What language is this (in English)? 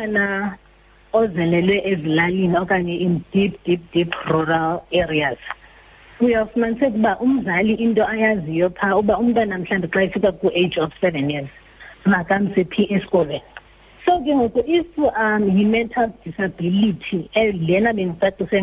Xhosa